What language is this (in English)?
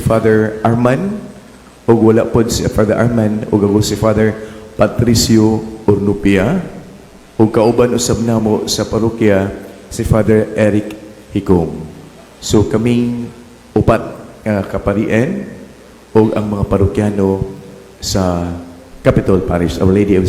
Cebuano